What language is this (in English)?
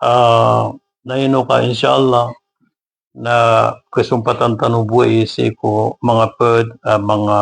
Maranao